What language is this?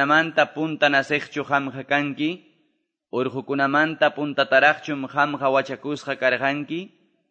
Quechua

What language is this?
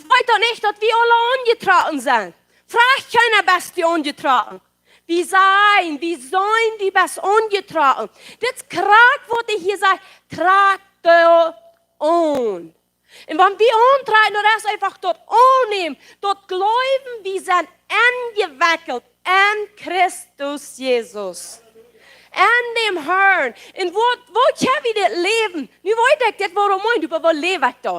Plautdietsch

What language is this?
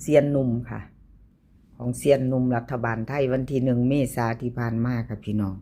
Northeastern Thai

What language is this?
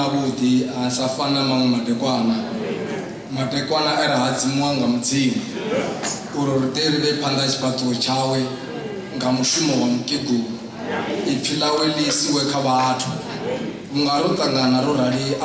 Venda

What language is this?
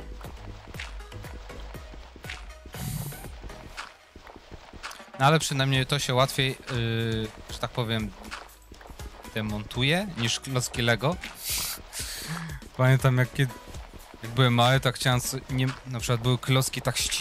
Polish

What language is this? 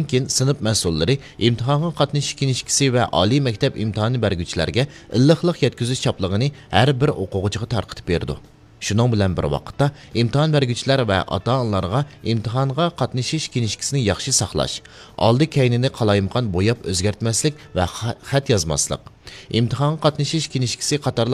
Uyghur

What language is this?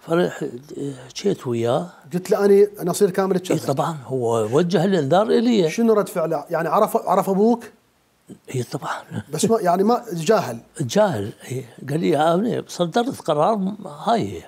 Mesopotamian Arabic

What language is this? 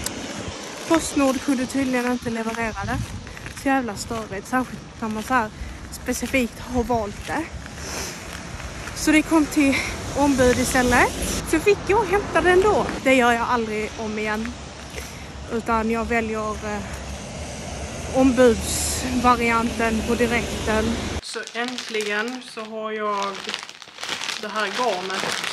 Swedish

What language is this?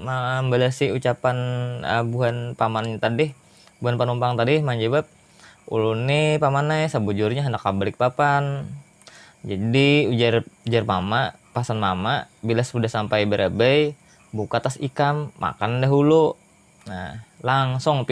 Banjar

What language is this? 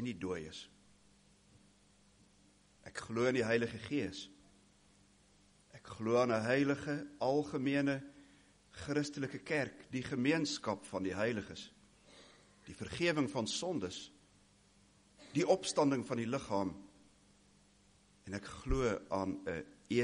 Afrikaans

